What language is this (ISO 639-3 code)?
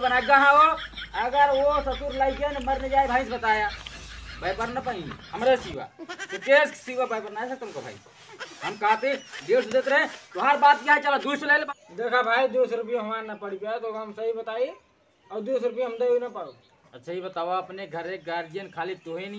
awa